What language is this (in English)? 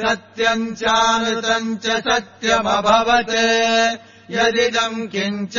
Sanskrit